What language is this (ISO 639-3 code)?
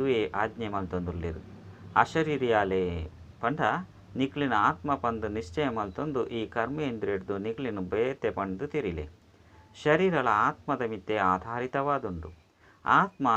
tcy